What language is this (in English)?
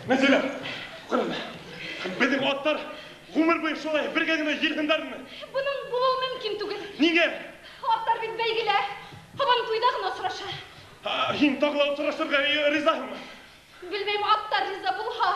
Bashkir